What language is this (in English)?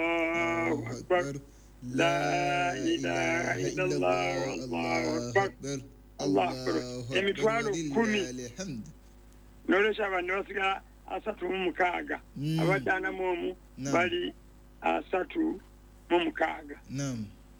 Ganda